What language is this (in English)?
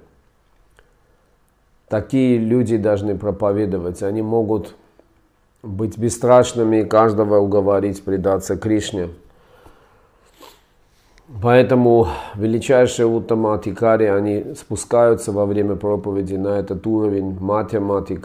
Russian